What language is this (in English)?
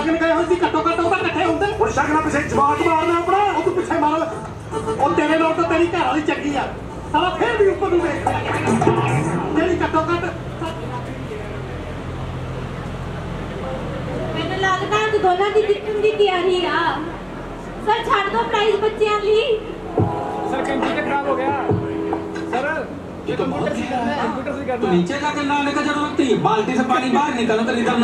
Punjabi